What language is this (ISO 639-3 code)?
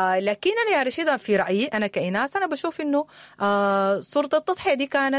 apd